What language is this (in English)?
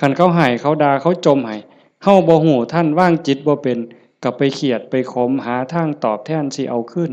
Lao